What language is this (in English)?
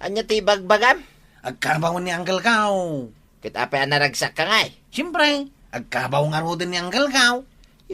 Iloko